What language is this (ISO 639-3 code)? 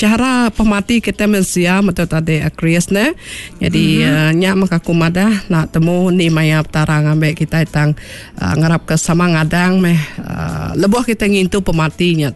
iba